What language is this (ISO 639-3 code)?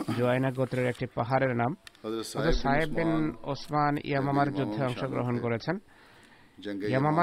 ben